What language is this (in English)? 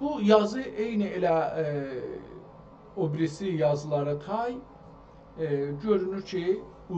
South Azerbaijani